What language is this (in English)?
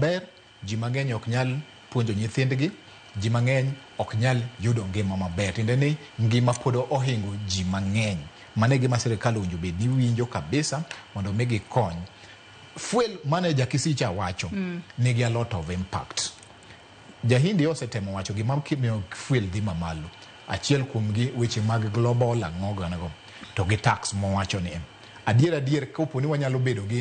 Luo (Kenya and Tanzania)